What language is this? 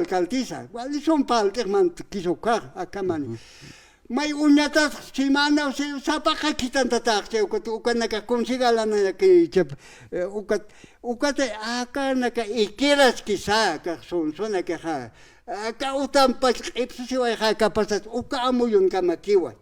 Aymara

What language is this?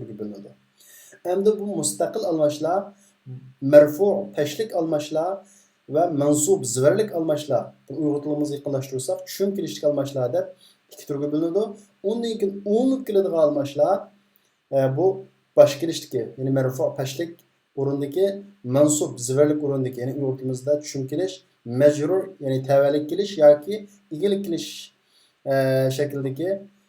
Uyghur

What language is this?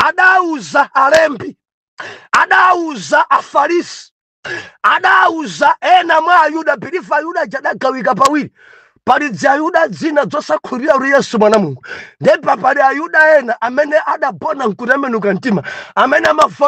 Nyanja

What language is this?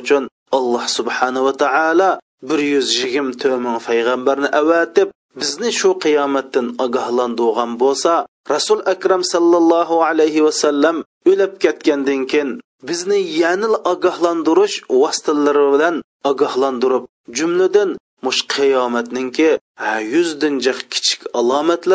Uyghur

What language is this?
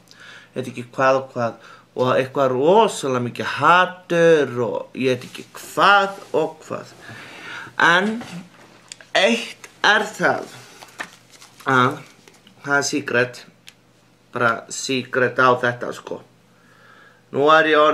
Icelandic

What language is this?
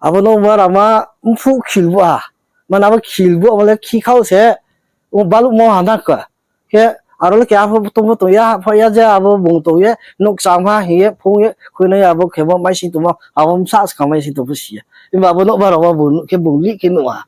Riang (India)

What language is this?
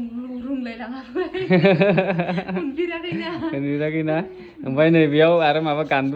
Bodo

